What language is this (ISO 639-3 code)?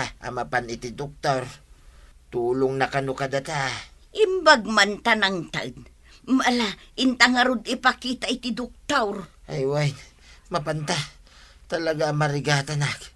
ilo